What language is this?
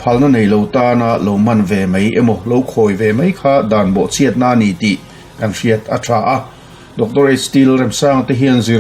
Mizo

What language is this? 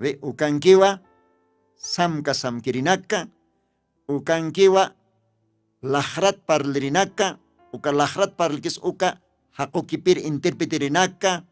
Aymara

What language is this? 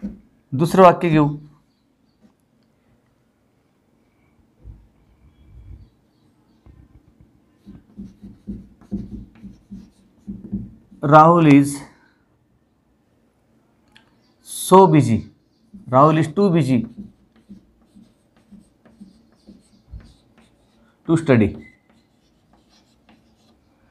Marathi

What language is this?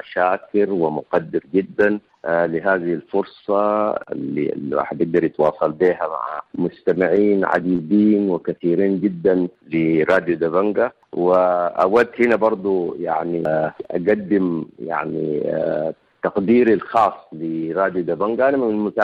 Sudanese Arabic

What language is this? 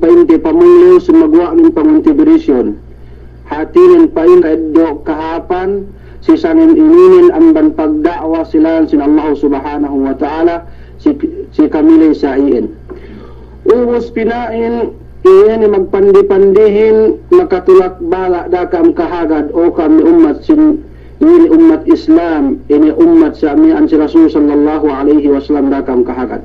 Yakan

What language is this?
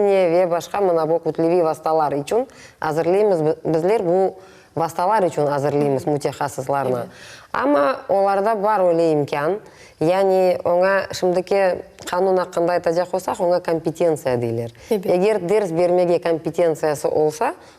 Crimean Tatar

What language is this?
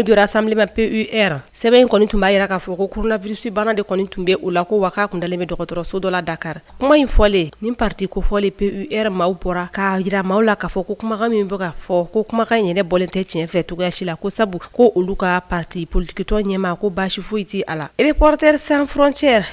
Bambara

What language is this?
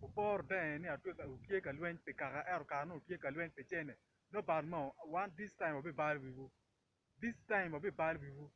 Acoli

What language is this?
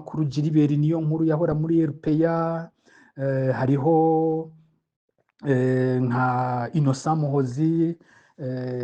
Rundi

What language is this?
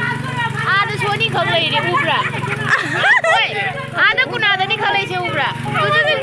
Manipuri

